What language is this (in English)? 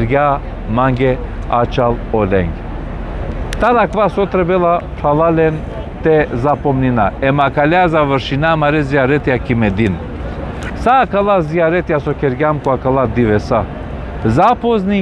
Balkan Romani